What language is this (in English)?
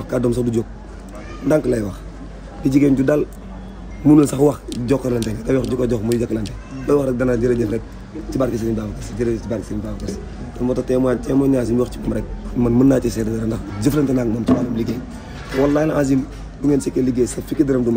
Wolof